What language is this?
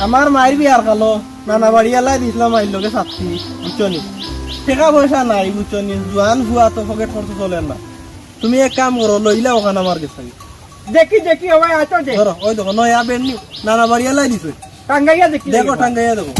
Sylheti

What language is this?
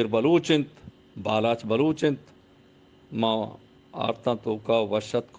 Eastern Balochi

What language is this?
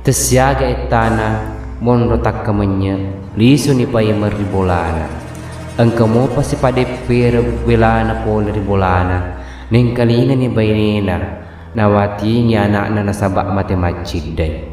Buginese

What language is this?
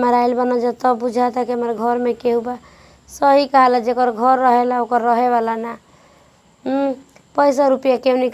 Bhojpuri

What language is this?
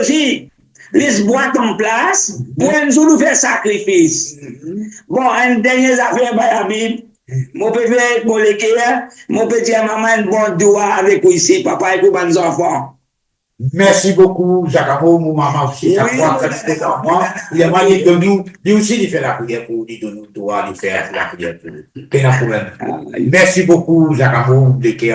Morisyen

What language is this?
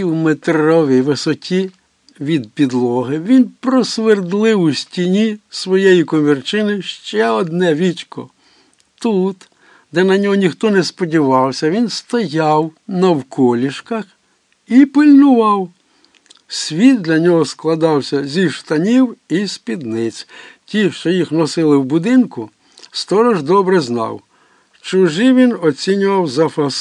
Ukrainian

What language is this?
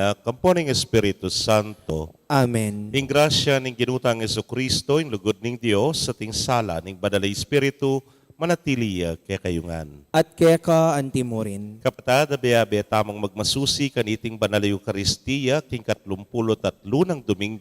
Pampanga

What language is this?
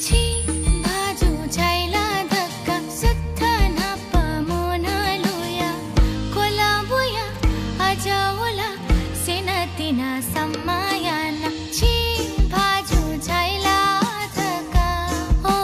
Newari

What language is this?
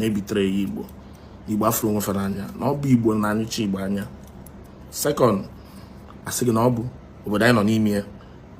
Igbo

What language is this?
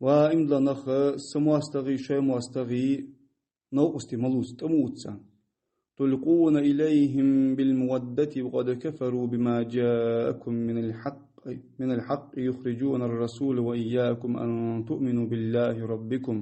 Ingush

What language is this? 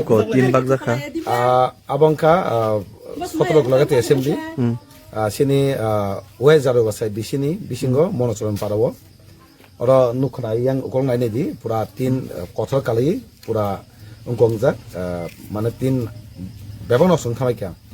Kok Borok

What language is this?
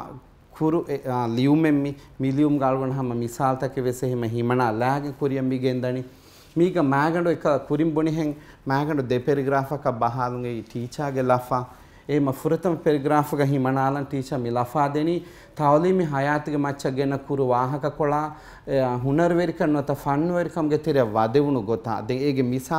Divehi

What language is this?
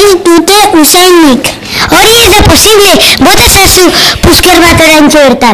Basque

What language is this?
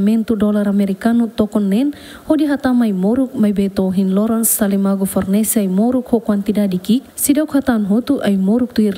Tetum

